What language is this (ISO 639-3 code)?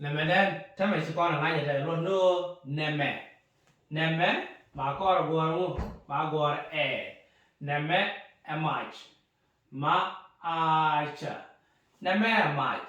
nus